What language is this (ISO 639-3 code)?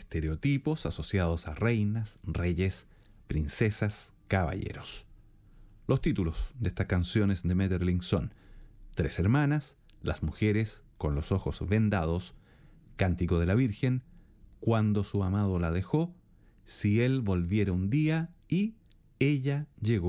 spa